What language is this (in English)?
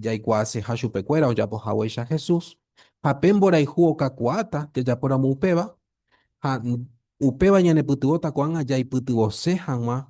Guarani